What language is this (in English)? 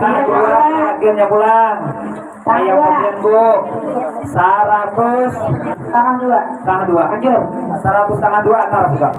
Banjar